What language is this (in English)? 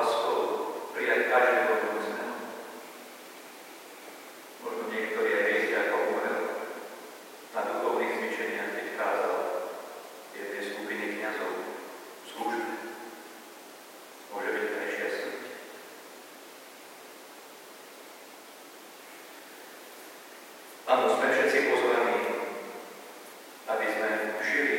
Slovak